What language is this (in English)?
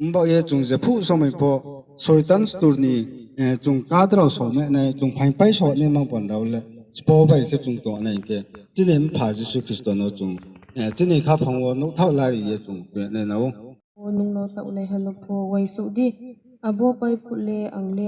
Riang (India)